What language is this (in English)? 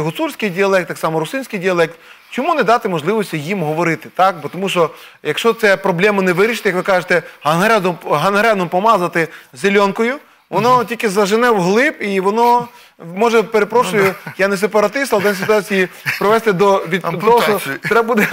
Ukrainian